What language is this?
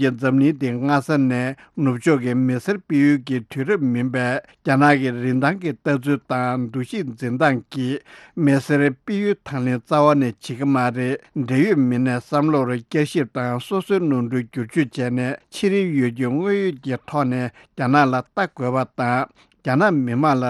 Tibetan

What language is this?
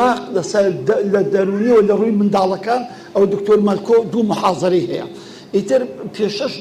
Central Kurdish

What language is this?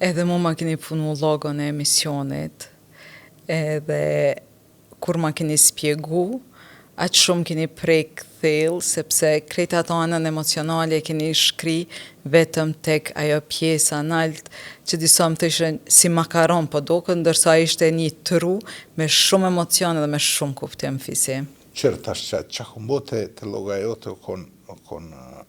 Albanian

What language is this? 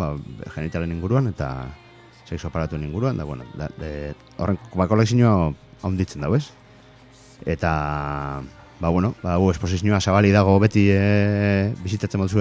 Basque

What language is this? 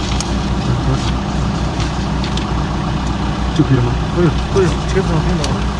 Chinese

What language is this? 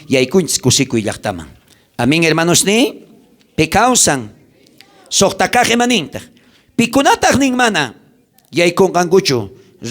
South Bolivian Quechua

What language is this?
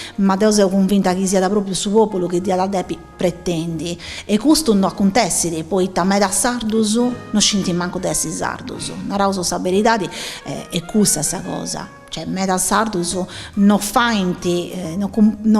Sardinian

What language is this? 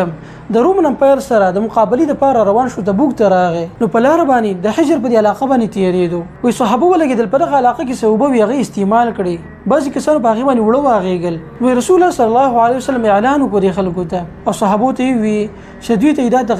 Pashto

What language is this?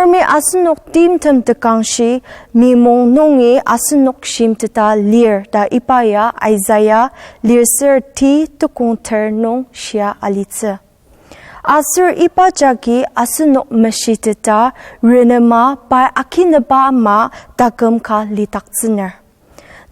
Ao Naga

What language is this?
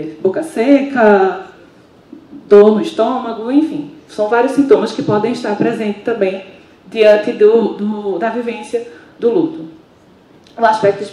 Portuguese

